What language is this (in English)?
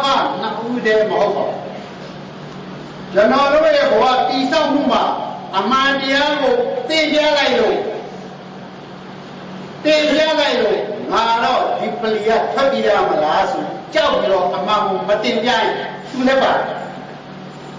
Burmese